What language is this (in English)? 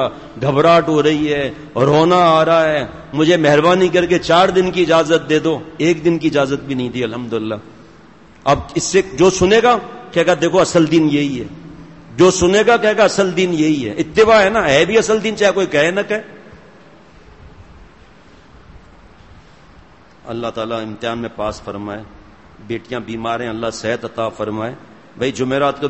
Urdu